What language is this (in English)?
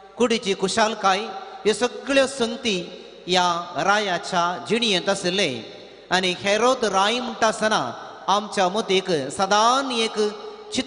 Konkani